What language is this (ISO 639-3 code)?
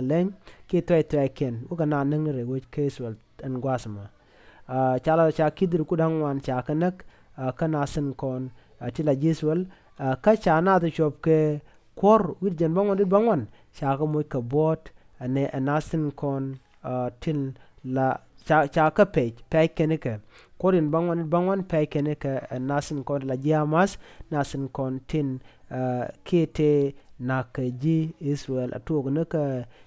nus